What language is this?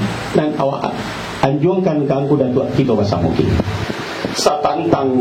Minangkabau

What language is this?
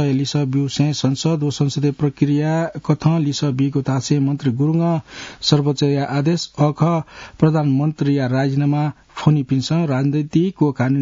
Newari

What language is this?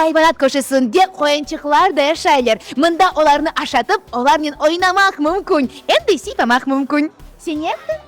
Crimean Tatar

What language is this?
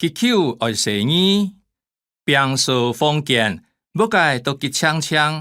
Hakka Chinese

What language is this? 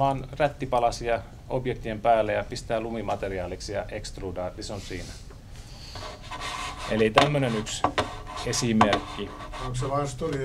Finnish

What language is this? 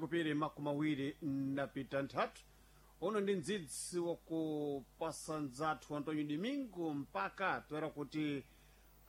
Sena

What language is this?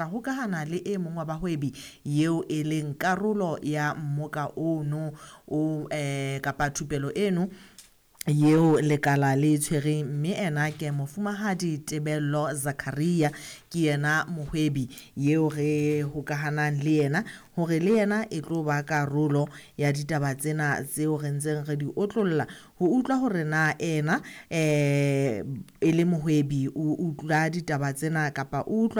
Southern Sotho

